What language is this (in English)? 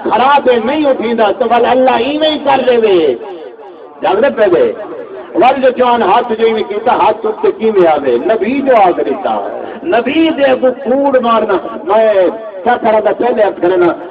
Saraiki